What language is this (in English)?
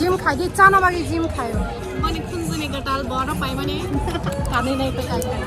Kok Borok